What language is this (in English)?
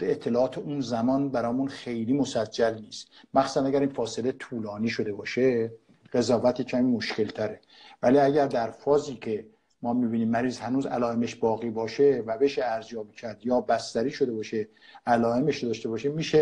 Persian